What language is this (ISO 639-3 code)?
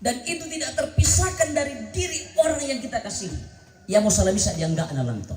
sda